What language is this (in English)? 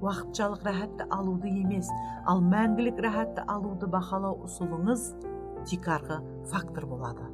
Kara-Kalpak